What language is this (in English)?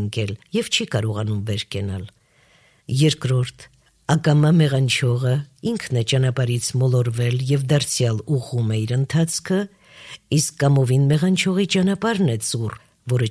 Armenian